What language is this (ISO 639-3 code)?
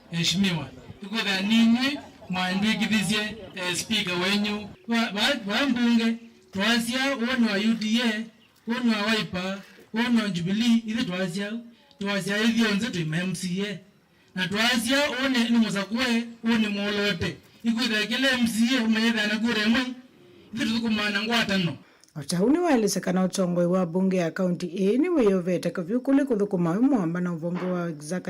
kam